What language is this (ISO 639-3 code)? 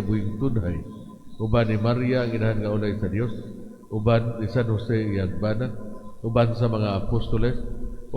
ceb